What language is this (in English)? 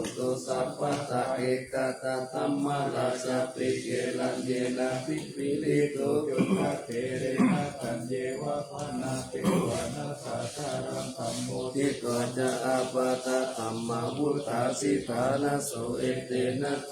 Pali